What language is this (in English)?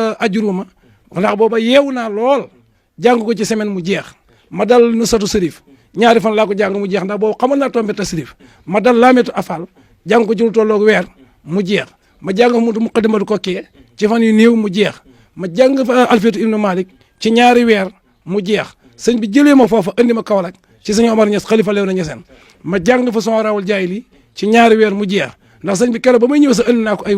Wolof